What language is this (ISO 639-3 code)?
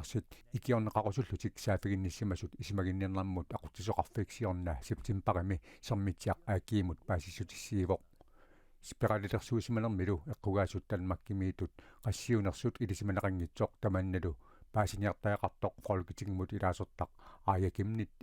kal